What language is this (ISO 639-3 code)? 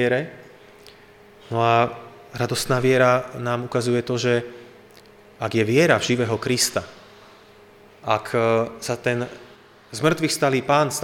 slk